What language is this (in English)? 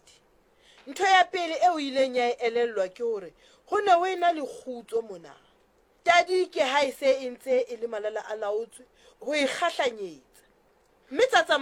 Southern Sotho